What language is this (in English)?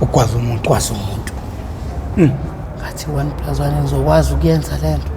Zulu